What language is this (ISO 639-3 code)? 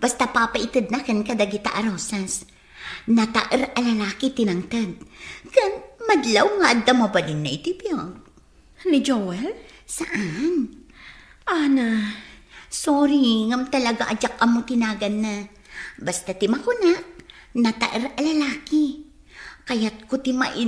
ilo